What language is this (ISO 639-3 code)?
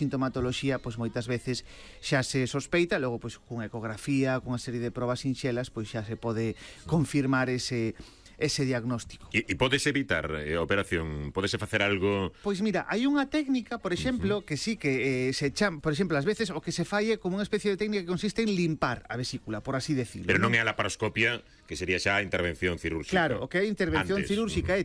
glg